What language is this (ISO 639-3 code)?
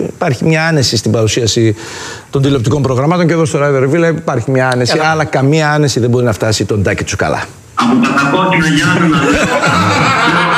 ell